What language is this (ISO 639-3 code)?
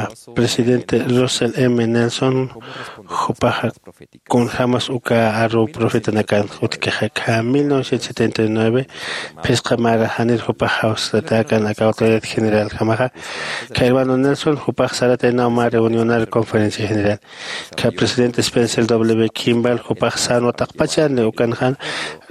aym